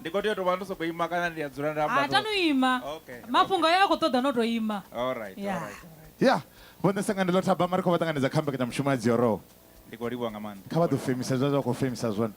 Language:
Venda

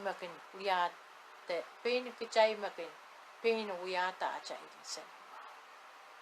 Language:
Pohnpeian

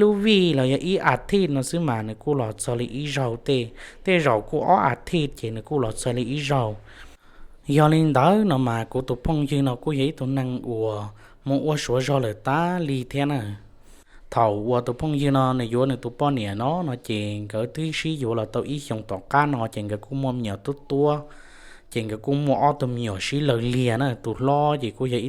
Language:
Hmong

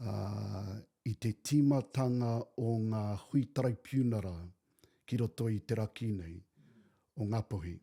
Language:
Māori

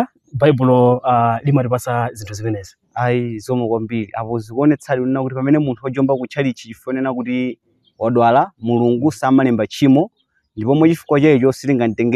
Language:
Nyanja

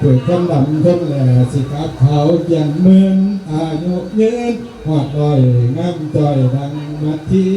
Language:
Northeastern Thai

